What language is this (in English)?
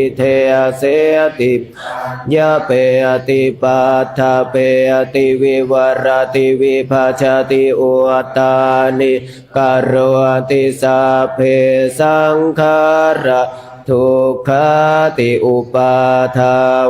Pali